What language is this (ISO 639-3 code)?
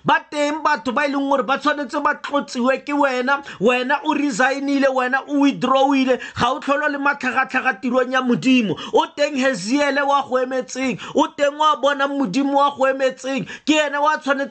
tsn